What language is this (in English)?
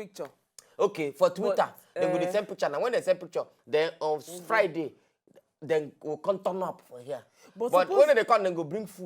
Nigerian Pidgin